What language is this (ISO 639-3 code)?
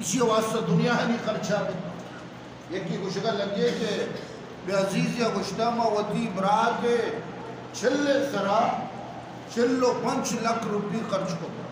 bgp